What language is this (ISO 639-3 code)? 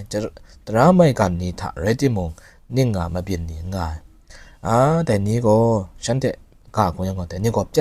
kac